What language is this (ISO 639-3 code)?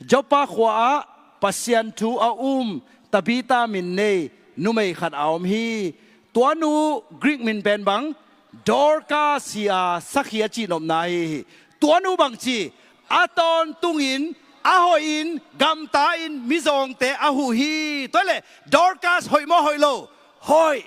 ctd